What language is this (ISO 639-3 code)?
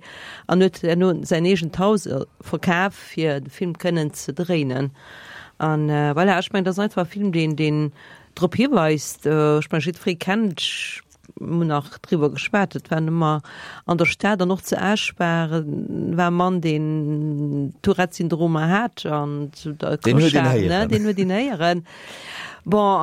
ltz